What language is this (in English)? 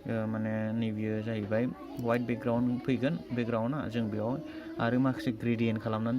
Bodo